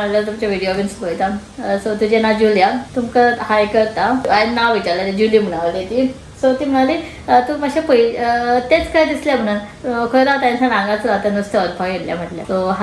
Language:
Konkani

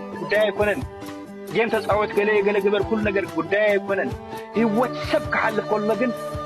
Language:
Tigrinya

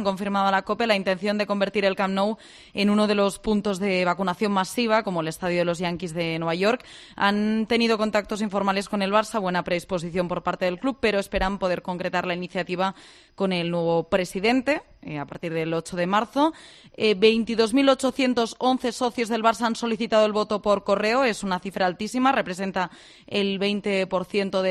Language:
Spanish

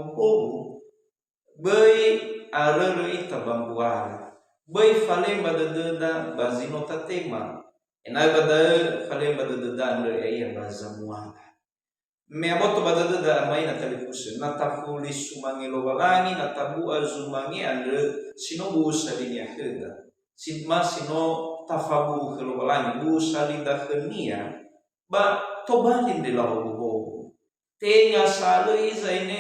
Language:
Nias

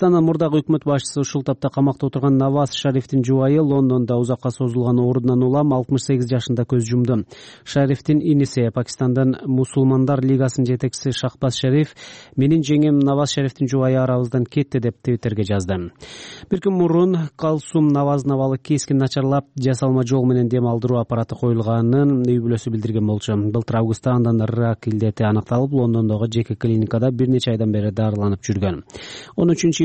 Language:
Kyrgyz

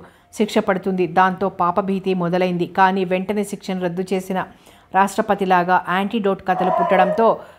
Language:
Telugu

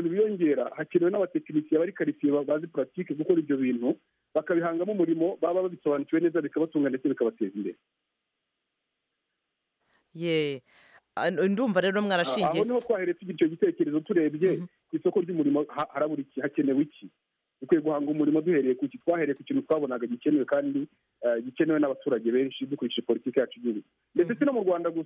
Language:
Kinyarwanda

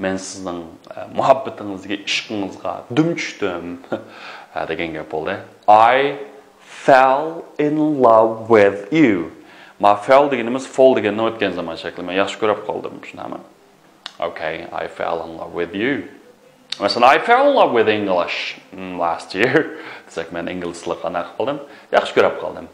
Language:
Uyghur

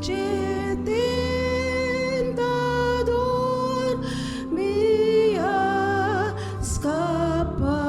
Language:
Papiamento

